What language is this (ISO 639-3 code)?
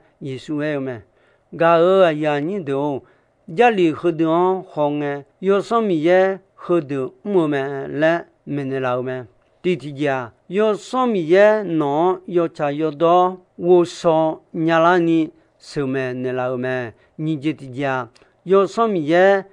ahk